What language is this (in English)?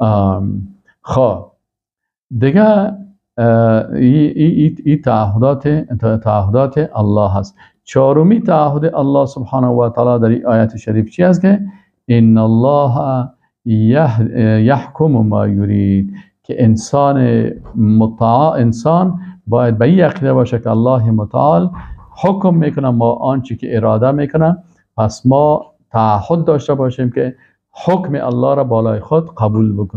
Persian